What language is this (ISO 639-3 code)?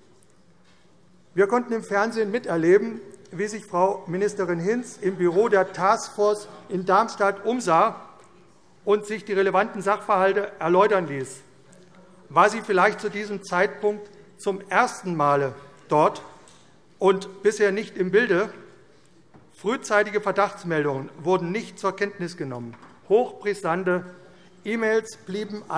deu